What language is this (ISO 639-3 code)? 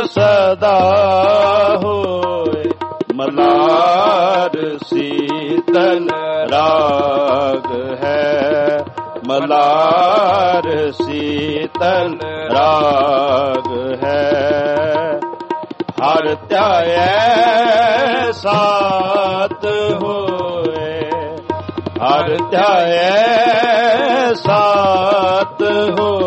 pan